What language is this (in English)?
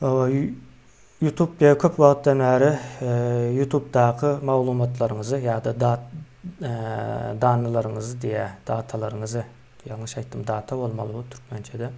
Turkmen